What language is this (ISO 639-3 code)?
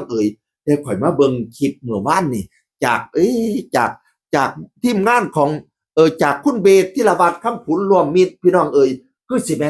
tts